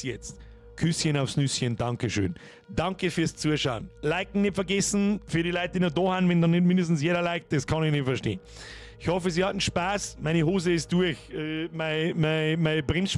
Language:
Bavarian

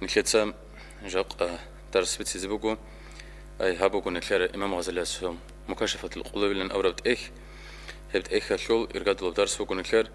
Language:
Avaric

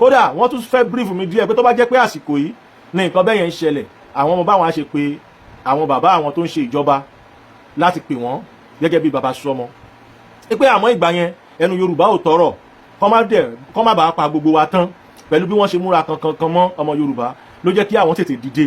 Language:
Yoruba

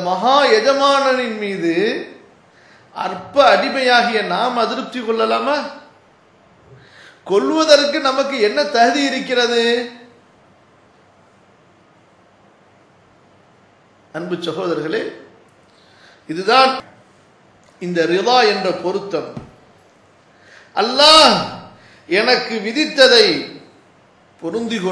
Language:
Tamil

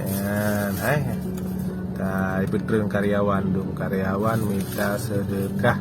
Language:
Achinese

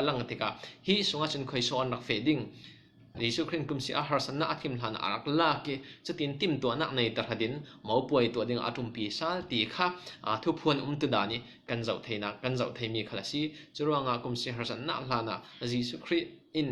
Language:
Falam Chin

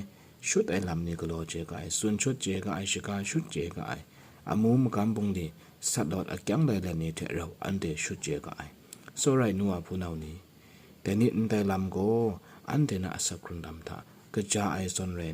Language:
Kachin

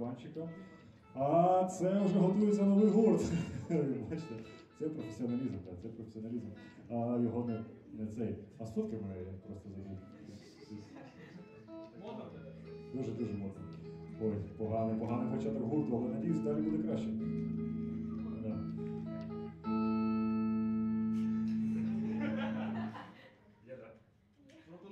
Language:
Ukrainian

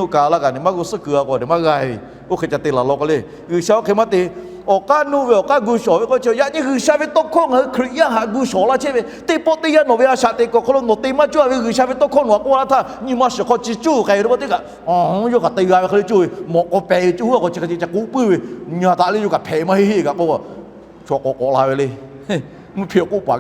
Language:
Lahu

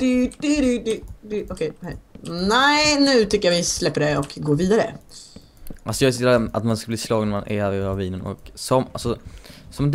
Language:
Swedish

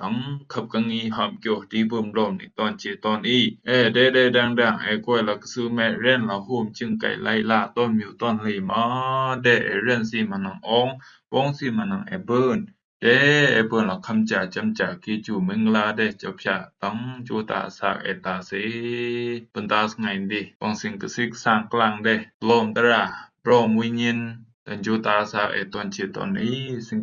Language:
Rumai Palaung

